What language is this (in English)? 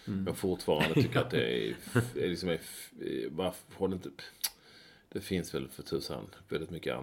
Swedish